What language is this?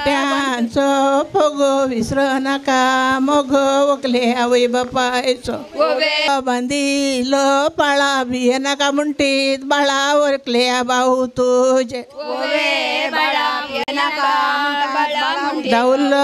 Konkani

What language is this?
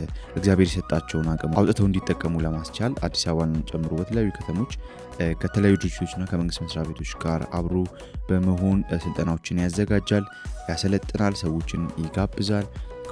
Amharic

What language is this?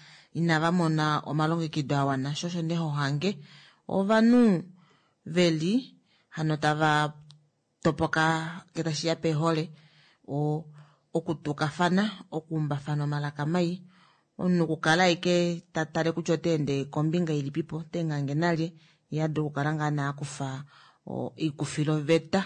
Kuanyama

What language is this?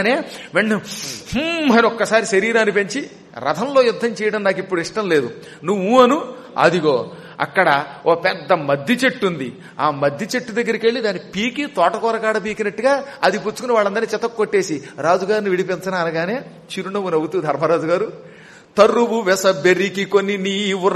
Telugu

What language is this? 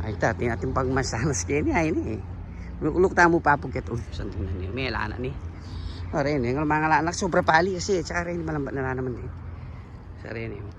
Pampanga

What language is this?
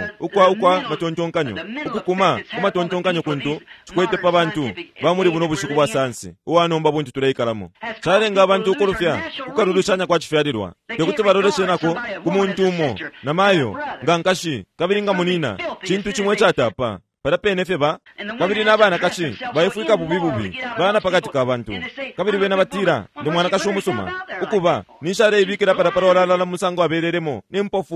Bemba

